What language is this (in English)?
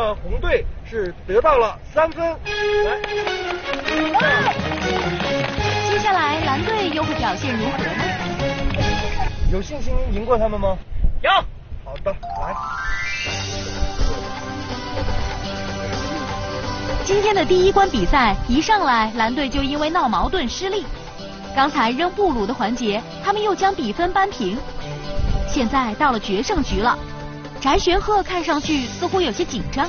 Chinese